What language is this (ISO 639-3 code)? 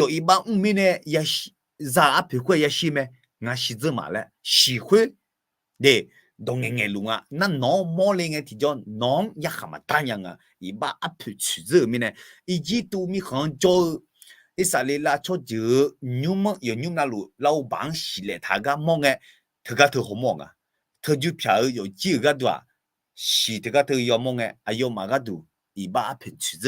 ahk